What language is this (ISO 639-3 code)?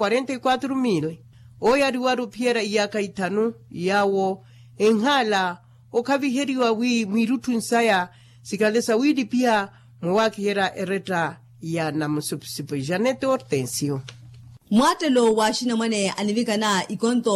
vmw